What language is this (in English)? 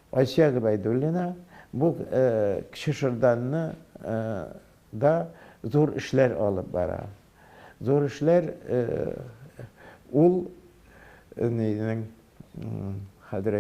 Tatar